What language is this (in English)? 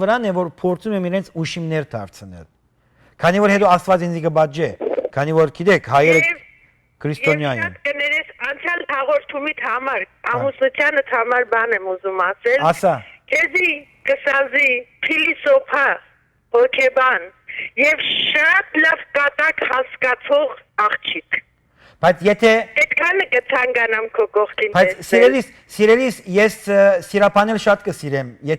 Western Armenian